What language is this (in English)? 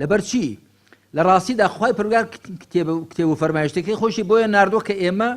Central Kurdish